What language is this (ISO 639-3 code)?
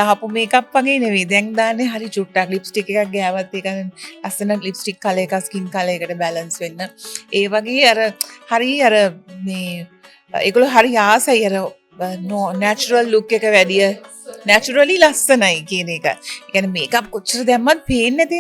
sin